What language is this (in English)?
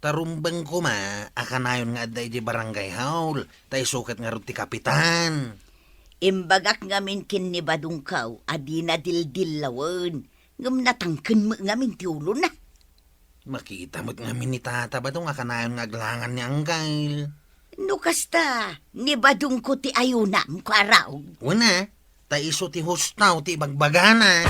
Iloko